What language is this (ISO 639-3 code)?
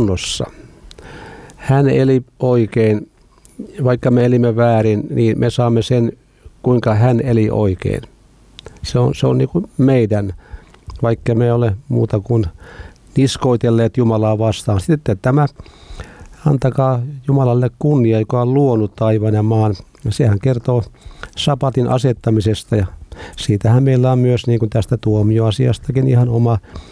fin